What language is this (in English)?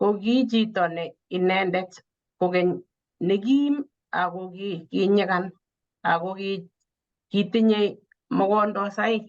Kalenjin